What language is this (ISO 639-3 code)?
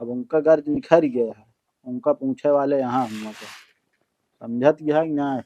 awa